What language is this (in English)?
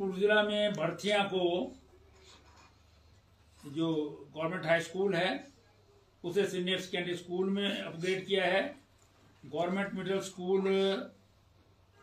Hindi